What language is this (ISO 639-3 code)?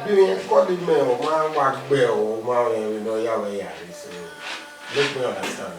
bin